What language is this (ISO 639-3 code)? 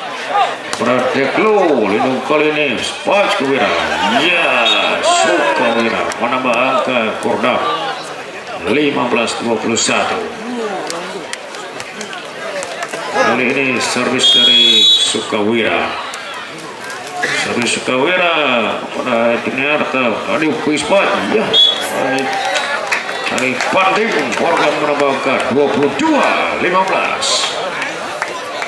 ind